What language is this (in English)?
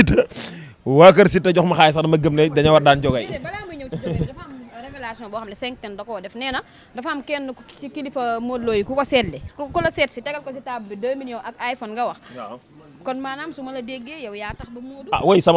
Wolof